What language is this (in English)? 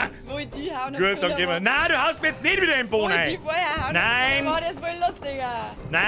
Bavarian